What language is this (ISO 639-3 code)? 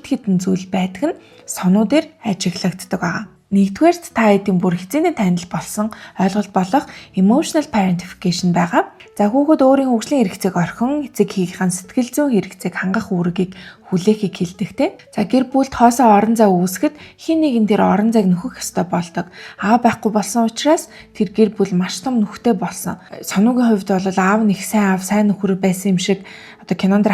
mon